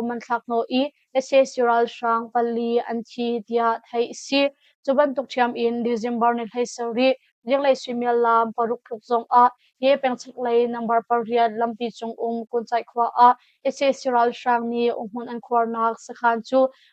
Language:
Hakha Chin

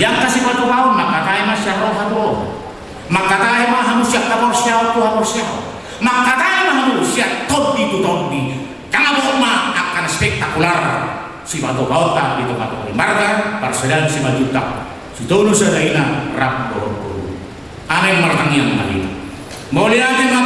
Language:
Batak Toba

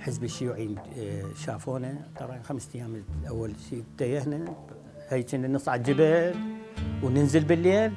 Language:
Mesopotamian Arabic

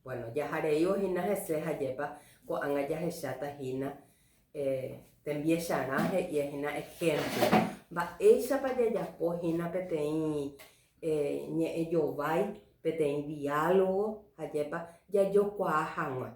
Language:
Guarani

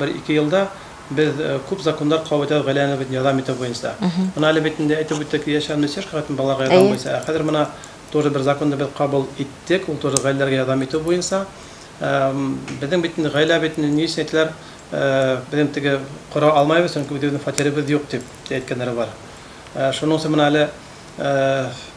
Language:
Bashkir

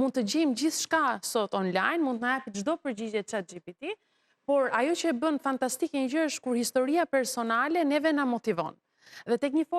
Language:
Albanian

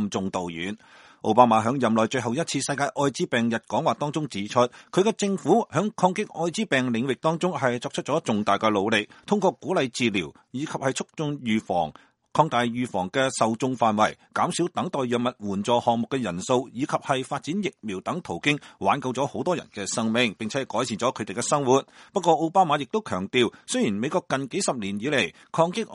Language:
Cantonese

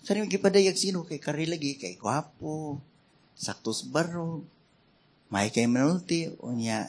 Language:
Cebuano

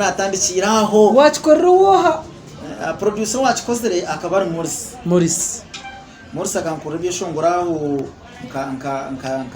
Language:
Nyankole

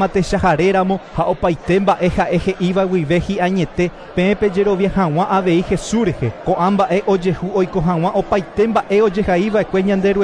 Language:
Guarani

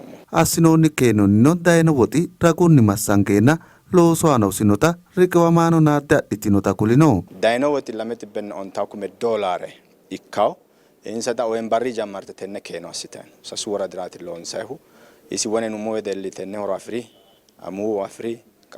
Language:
Sidamo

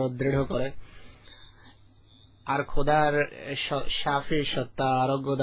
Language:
Bangla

